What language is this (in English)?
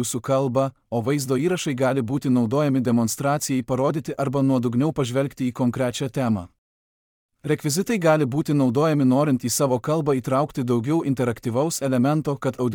Lithuanian